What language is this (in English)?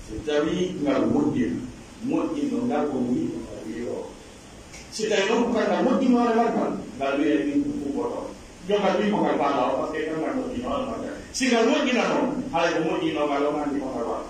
Pular